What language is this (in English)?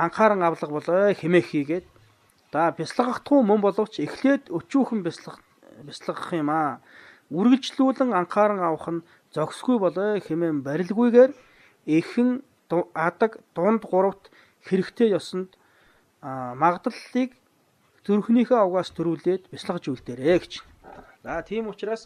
Mongolian